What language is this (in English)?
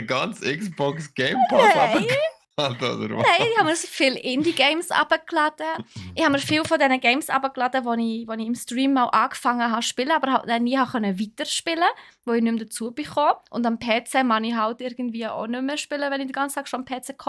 Swiss German